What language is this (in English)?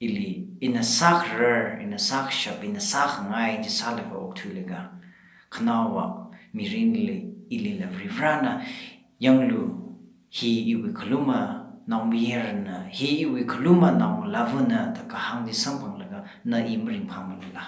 Tangkhul Naga (India)